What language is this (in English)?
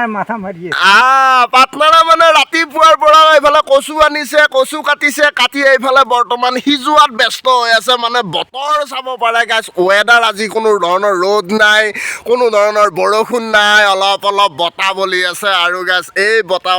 Assamese